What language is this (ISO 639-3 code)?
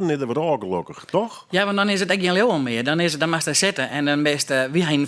fry